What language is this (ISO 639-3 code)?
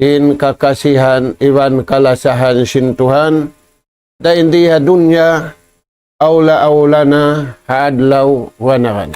tsg